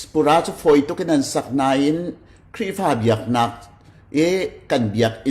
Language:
Hakha Chin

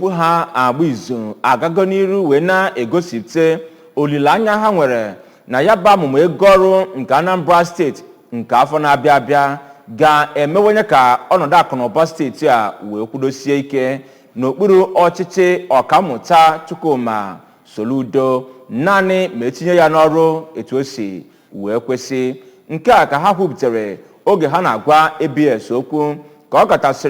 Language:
Igbo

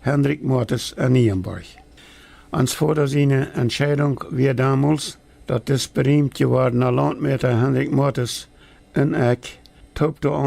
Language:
Plautdietsch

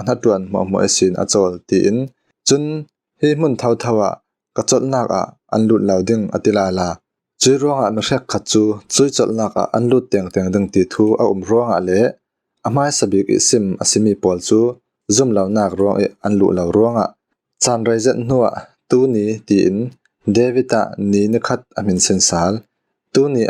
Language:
Falam Chin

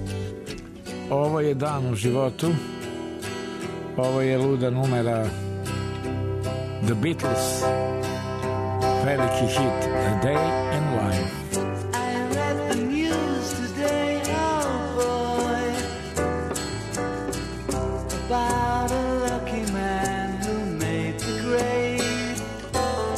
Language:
Serbian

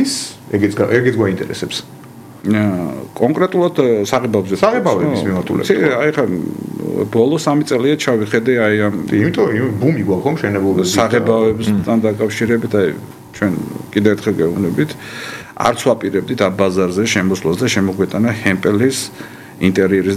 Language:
Georgian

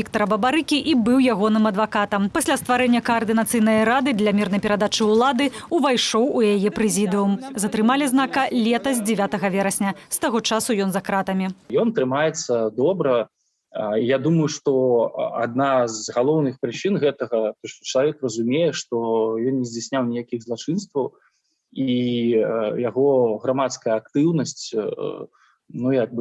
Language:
Belarusian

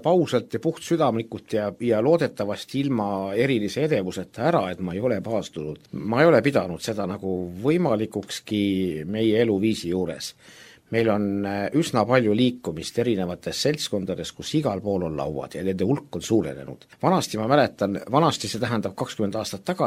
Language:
Estonian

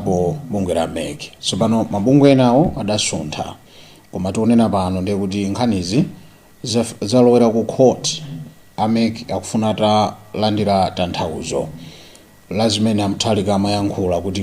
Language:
Nyanja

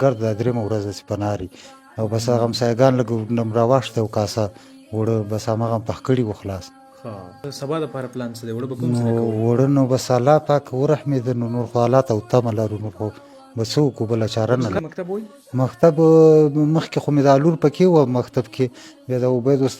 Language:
Pashto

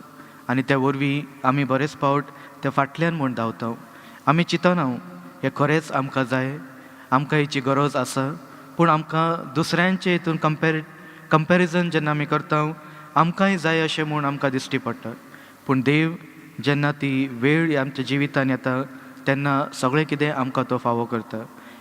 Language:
Konkani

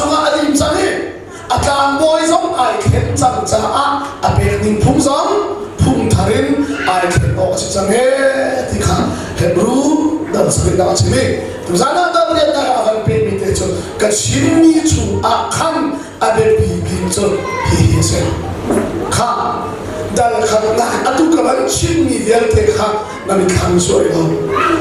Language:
Hakha Chin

